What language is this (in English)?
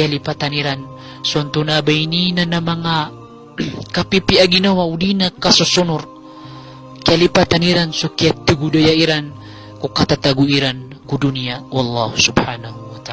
Maranao